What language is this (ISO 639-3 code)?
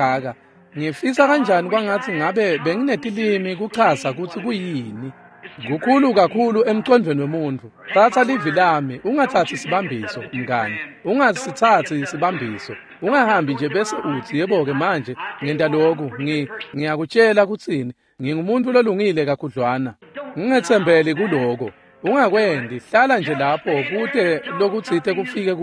ssw